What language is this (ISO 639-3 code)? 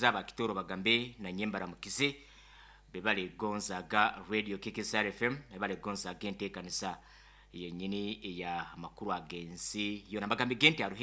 nyn